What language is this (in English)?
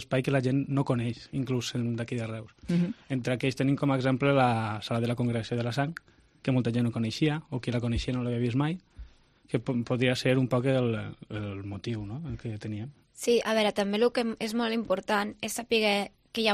Catalan